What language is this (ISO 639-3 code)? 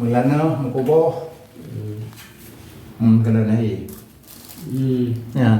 ace